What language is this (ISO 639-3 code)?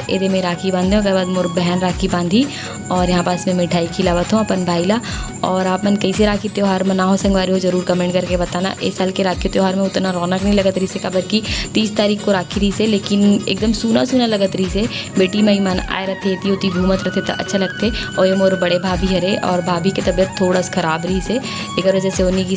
hne